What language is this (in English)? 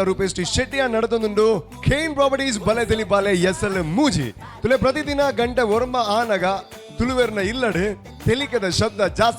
Tulu